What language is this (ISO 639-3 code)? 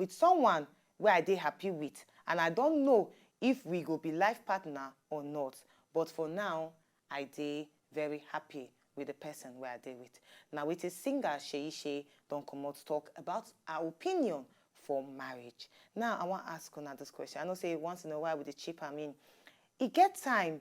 pcm